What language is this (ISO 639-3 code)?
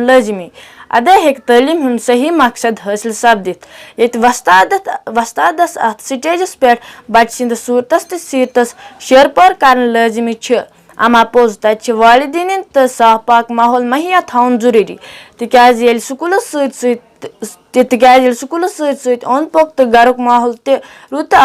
kas